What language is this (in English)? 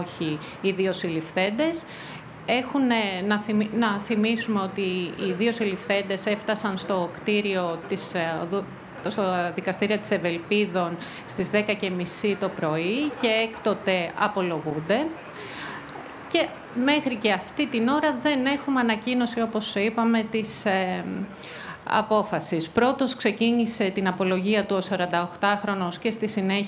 Greek